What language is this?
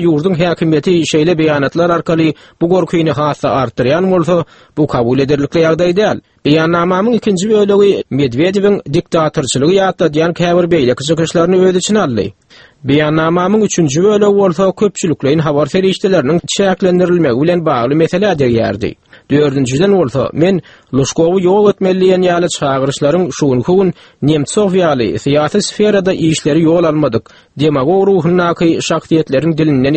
Turkmen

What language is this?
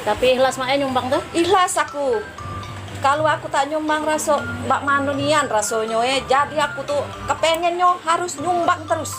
Musi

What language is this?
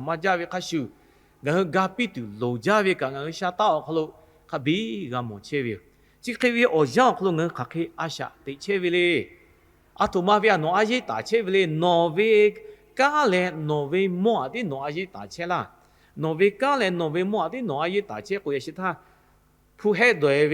Lahu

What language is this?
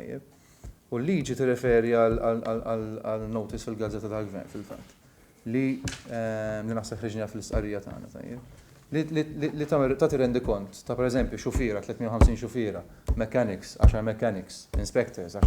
Maltese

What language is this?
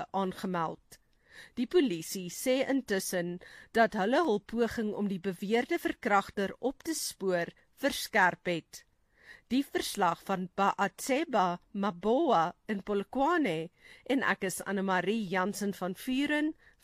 Afrikaans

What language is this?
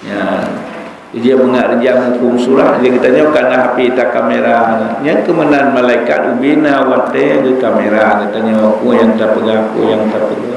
Achinese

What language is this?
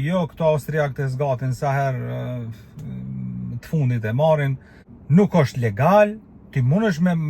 Albanian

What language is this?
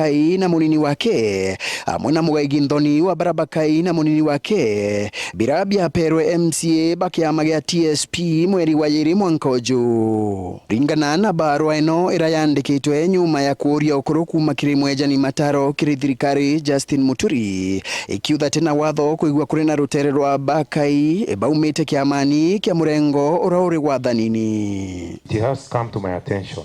Meru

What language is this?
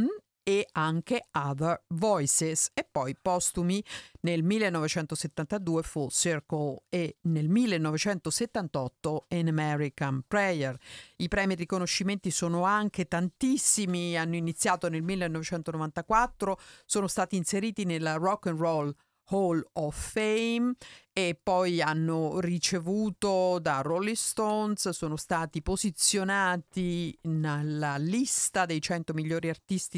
Italian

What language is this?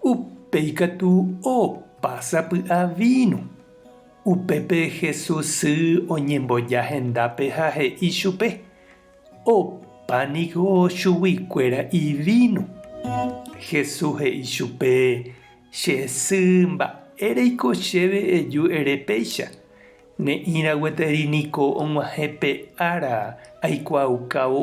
Guarani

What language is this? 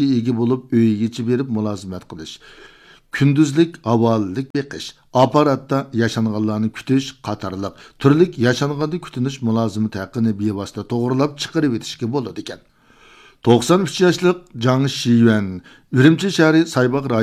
Uyghur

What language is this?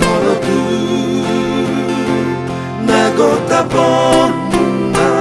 Batak Toba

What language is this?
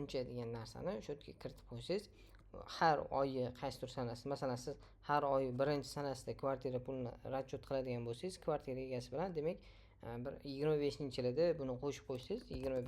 Uzbek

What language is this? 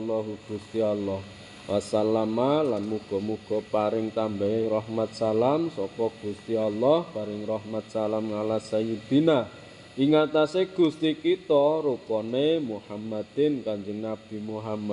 Javanese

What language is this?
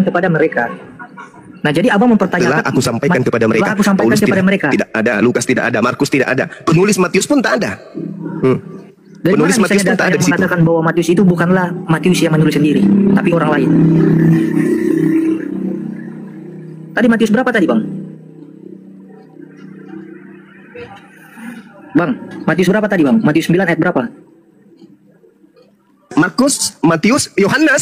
Indonesian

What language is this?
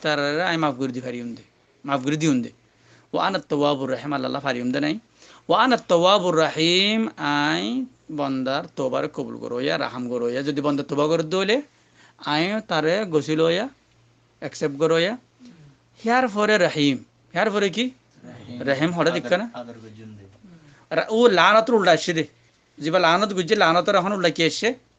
Rohingya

